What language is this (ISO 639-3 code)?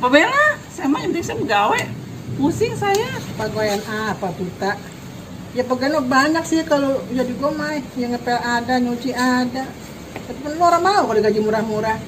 bew